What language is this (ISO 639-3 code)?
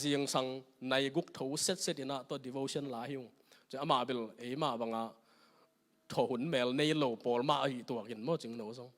ctd